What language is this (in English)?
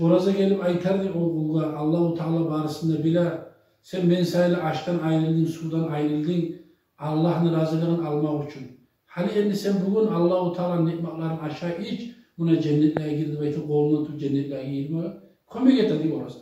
Kumyk